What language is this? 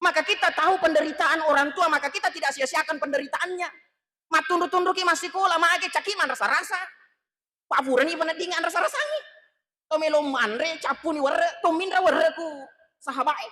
Buginese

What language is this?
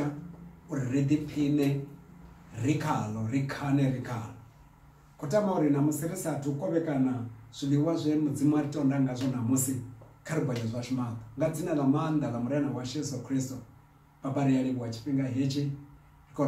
Venda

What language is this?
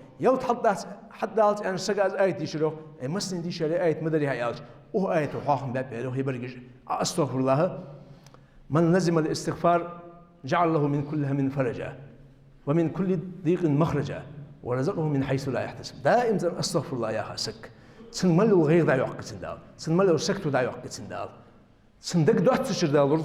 Ingush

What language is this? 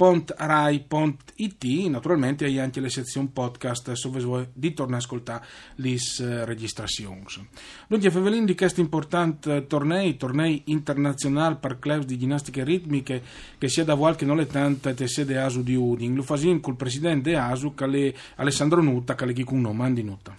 Friulian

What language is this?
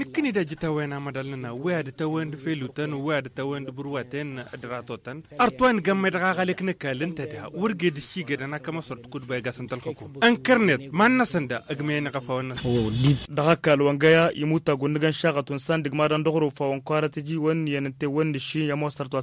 Tamasheq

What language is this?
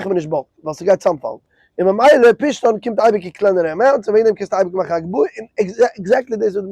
Yiddish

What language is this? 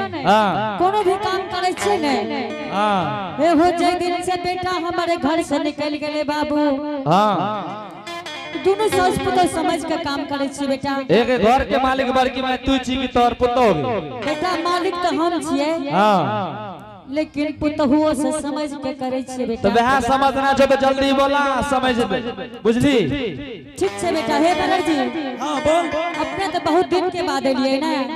Angika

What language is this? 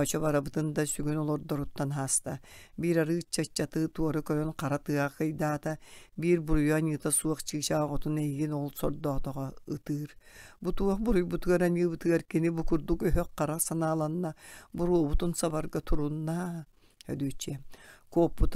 Yakut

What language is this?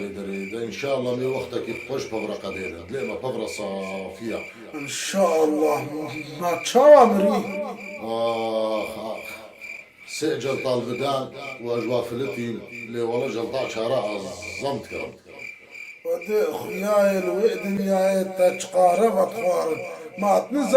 Kurdish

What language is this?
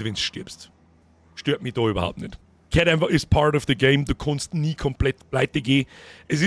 Bavarian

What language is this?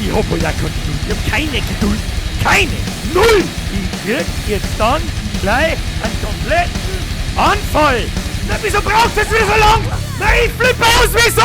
Bavarian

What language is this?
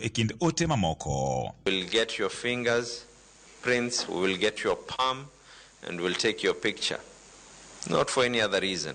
Luo (Kenya and Tanzania)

